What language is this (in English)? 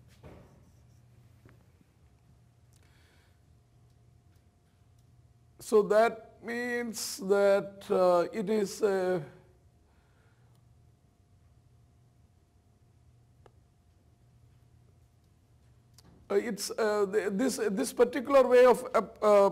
English